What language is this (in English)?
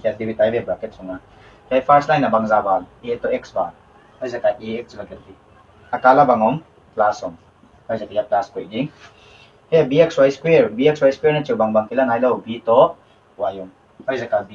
Paite Chin